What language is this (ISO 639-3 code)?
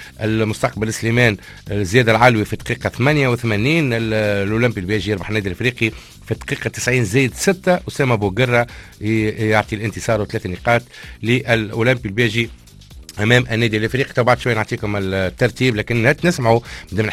aeb